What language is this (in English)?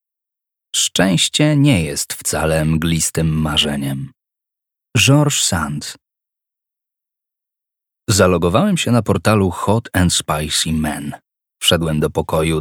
Polish